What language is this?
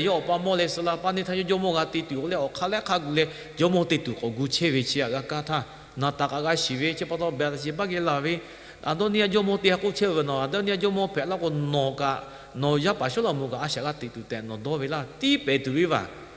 Lahu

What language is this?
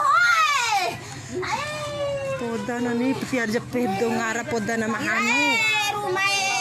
Bima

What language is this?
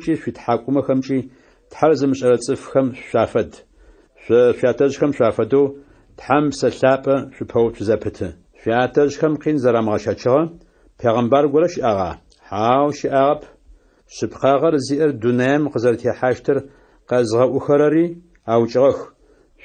Adyghe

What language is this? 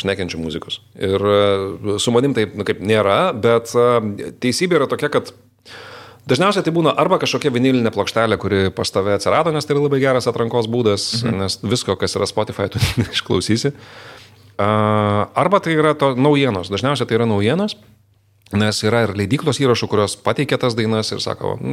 Lithuanian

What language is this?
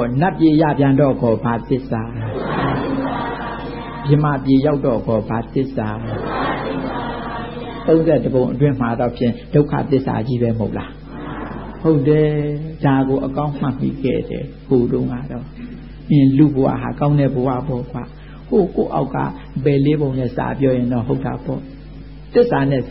Burmese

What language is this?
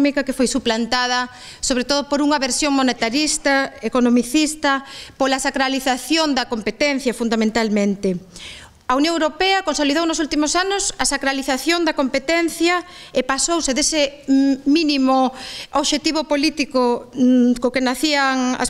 Galician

